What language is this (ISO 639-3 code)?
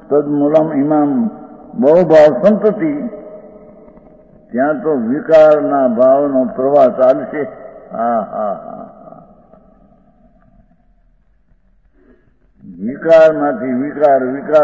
guj